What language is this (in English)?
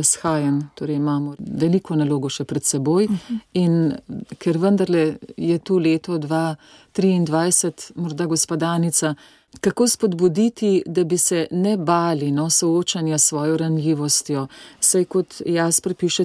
Slovenian